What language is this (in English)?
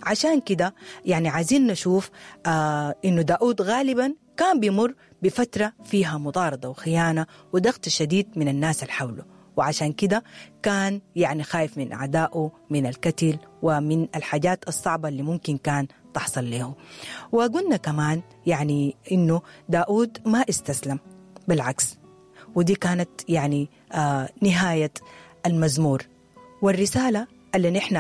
Sudanese Arabic